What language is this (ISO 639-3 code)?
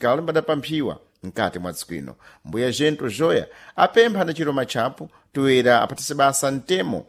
seh